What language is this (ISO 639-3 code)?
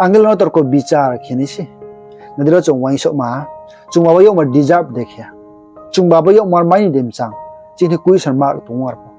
ria